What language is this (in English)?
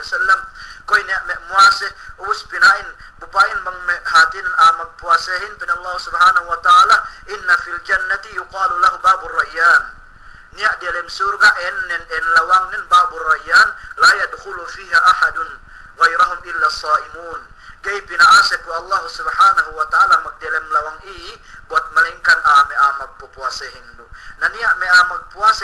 Yakan